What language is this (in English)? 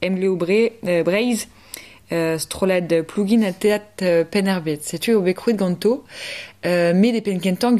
Breton